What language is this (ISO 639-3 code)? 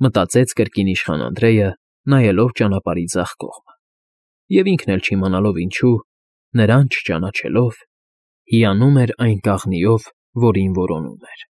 hye